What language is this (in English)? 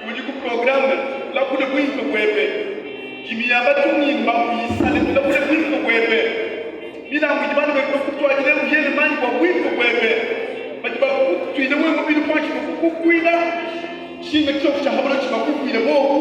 Luba-Lulua